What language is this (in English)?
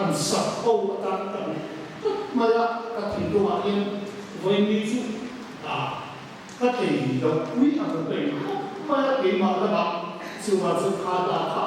Hmar